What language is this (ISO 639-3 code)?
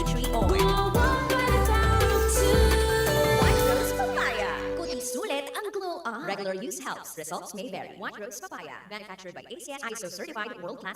bik